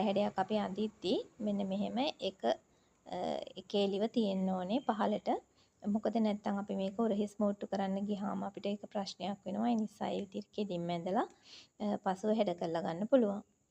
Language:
Sinhala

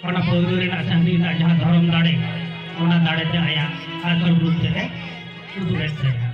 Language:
Santali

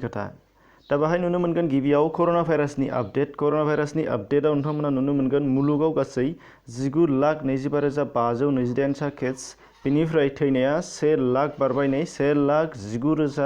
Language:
Bodo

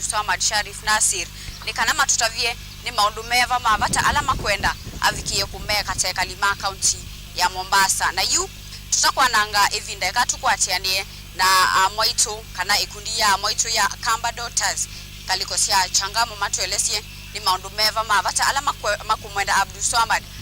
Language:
Kamba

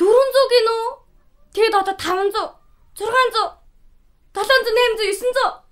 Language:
Mongolian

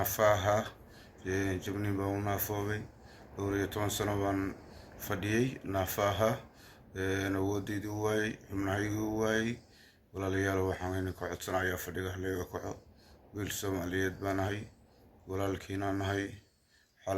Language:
Somali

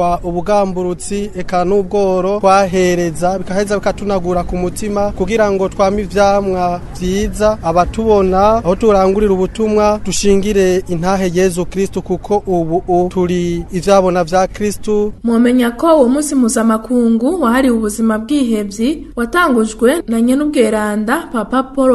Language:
Rundi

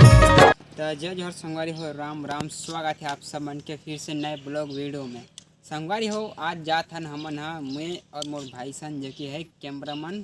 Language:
Chhattisgarhi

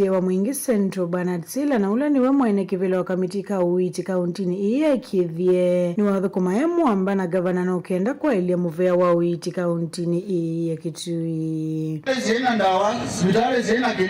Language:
Kamba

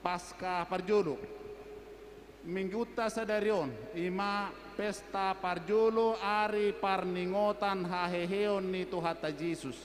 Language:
Batak Toba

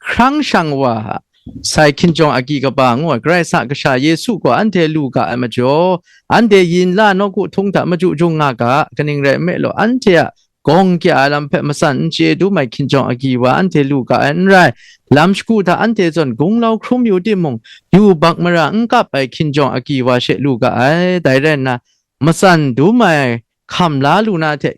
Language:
Kachin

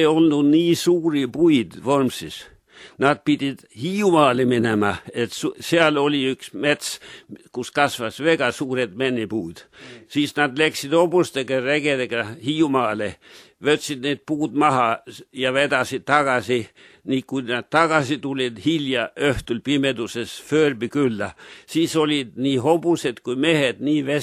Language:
Estonian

